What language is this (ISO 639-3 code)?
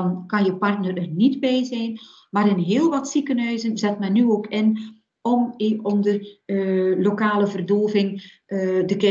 nld